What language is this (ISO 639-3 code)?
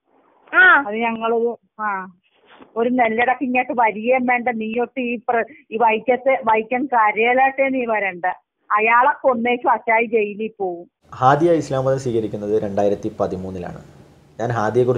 mal